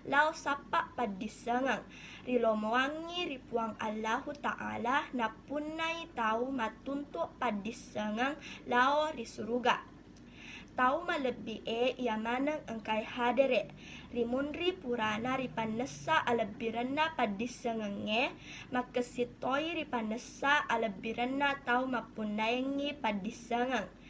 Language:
Buginese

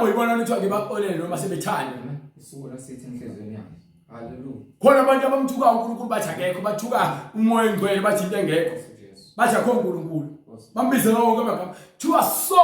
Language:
Zulu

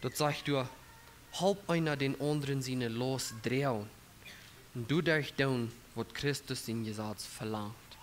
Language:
Plautdietsch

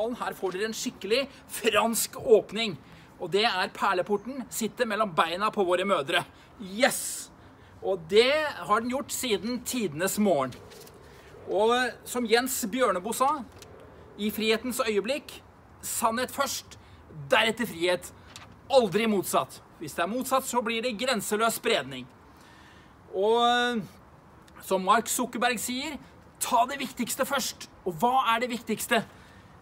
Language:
Norwegian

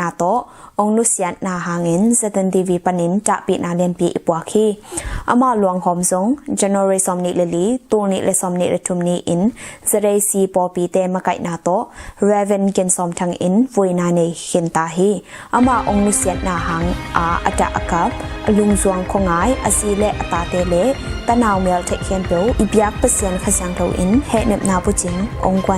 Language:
Tedim Chin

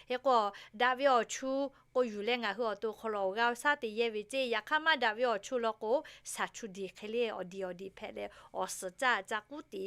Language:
Lahu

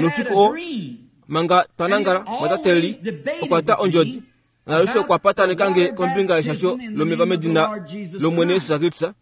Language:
Kuanyama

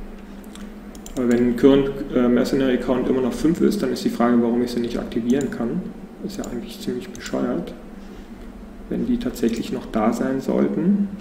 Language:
German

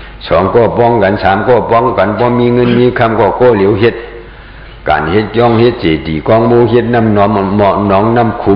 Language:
Shan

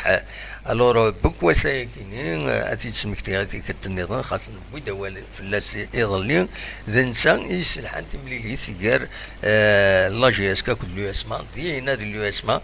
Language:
Kabyle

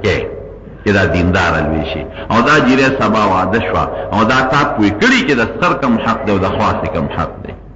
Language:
Pashto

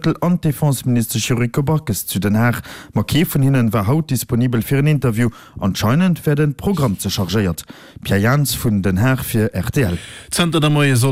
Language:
Luxembourgish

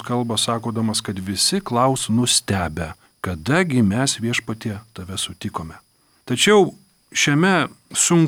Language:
Lithuanian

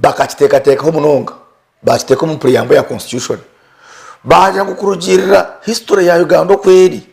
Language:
Nyankole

